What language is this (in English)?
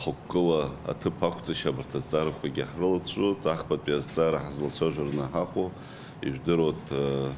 Abkhazian